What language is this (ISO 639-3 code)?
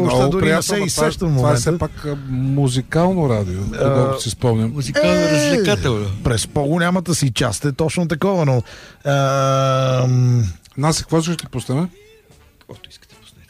bul